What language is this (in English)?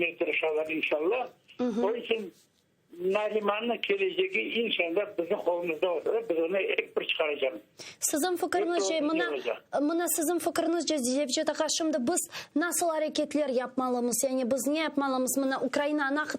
Crimean Tatar